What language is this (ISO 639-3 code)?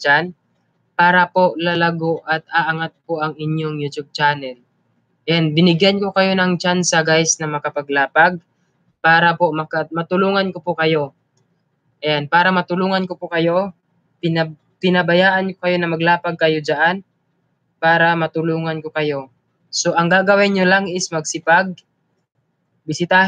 fil